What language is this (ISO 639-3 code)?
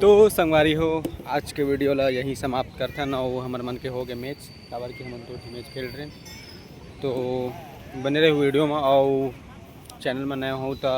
hne